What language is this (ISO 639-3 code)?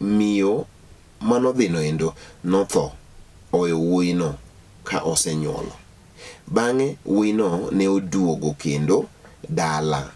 luo